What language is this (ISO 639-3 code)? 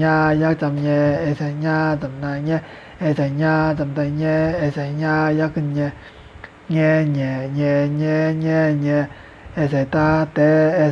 shn